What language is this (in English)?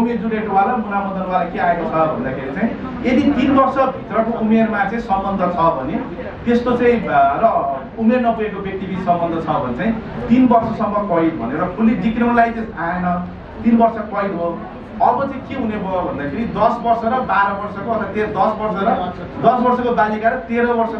Nepali